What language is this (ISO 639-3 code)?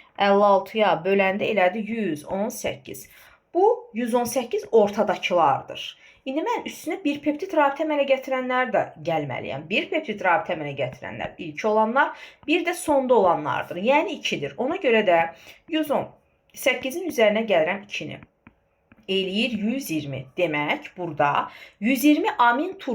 aze